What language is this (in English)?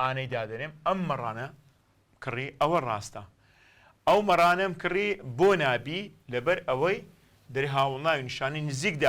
Central Kurdish